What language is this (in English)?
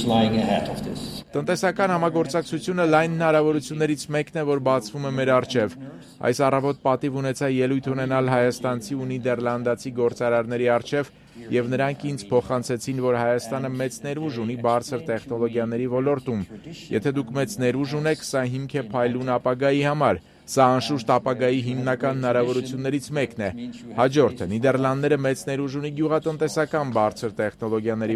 Armenian